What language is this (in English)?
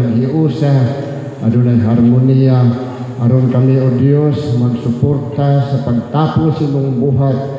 Cebuano